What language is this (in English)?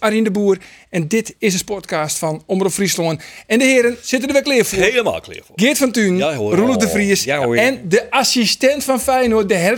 Western Frisian